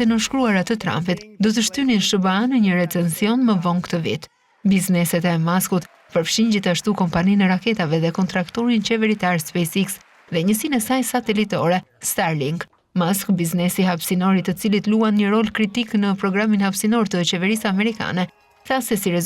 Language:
Albanian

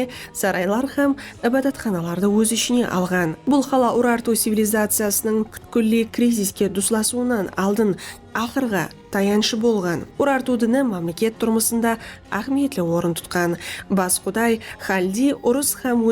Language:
Kara-Kalpak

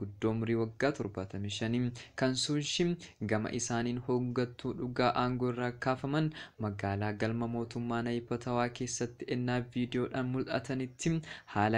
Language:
Oromo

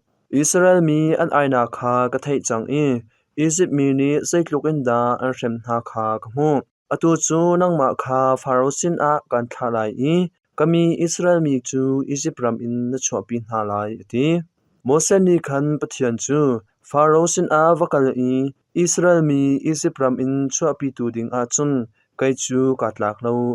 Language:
Hakha Chin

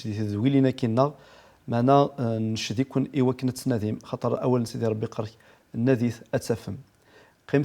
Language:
Kabyle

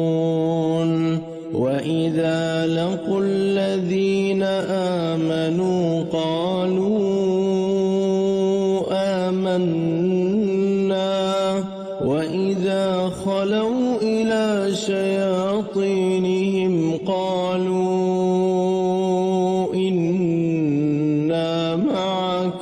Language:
Arabic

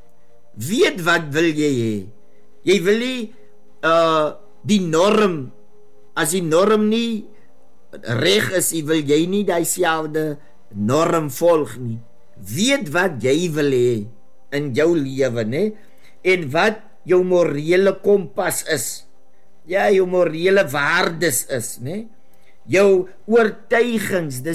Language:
Afrikaans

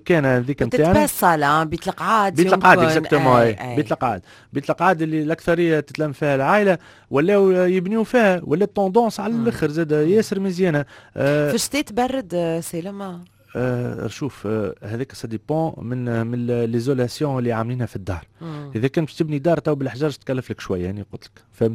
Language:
Tunisian Arabic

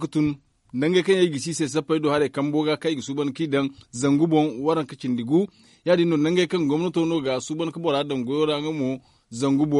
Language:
Zarma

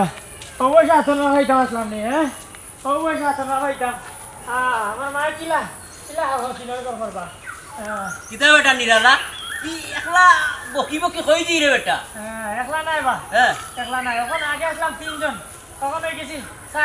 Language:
Sylheti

